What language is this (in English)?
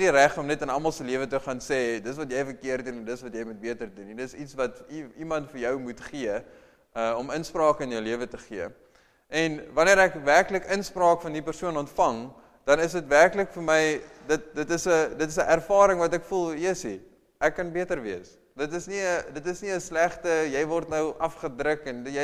Afrikaans